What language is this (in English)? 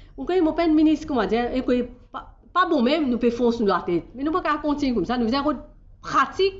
Morisyen